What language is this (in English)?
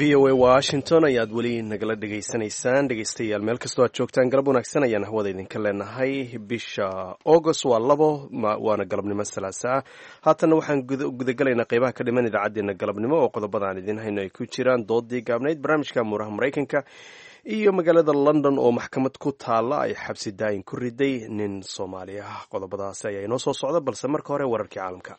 Somali